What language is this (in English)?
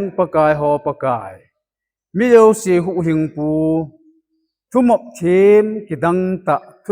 Thado Chin